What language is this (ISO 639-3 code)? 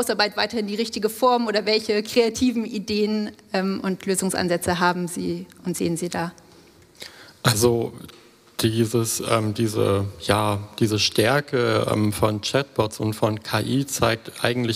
deu